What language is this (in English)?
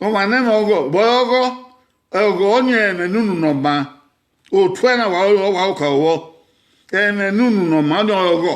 Bini